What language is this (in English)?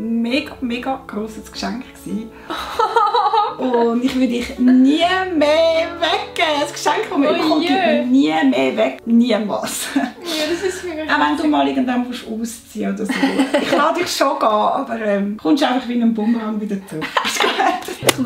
Swiss German